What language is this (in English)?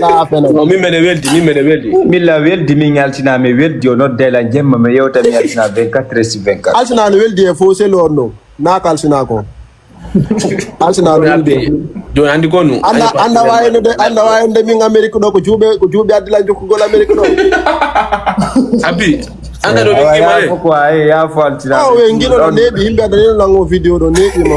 Fula